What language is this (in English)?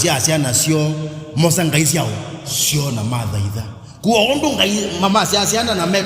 Kamba